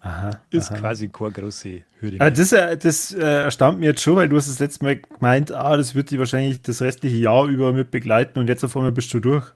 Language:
Bavarian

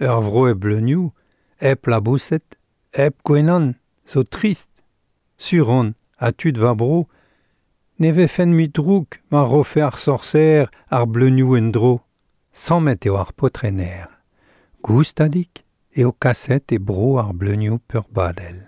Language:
Breton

